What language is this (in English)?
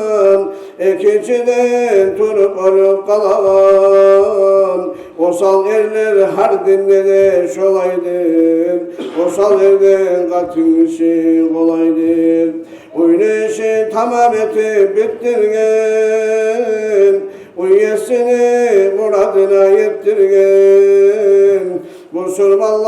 Kumyk